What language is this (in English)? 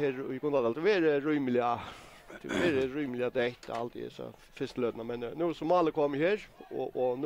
Faroese